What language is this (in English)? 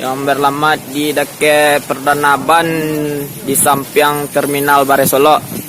Minangkabau